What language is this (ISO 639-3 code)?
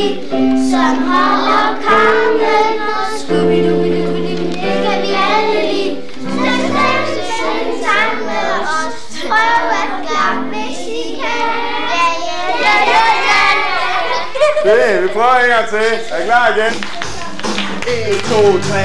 dan